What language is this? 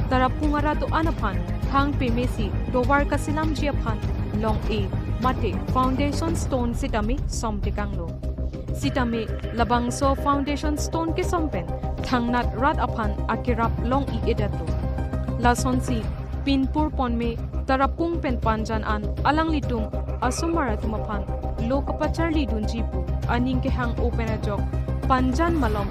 Karbi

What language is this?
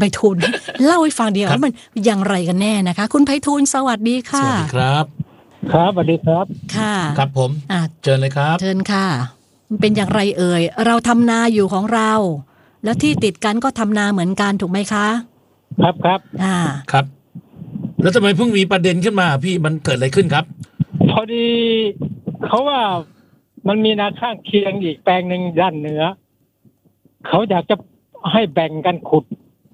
Thai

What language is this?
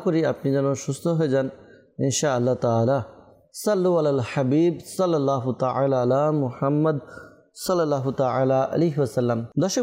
Bangla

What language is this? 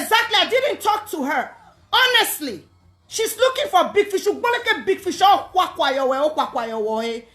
Nigerian Pidgin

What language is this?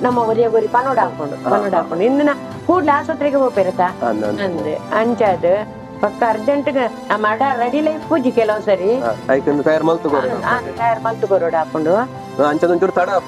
Tulu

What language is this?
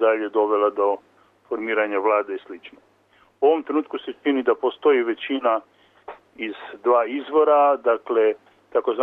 Serbian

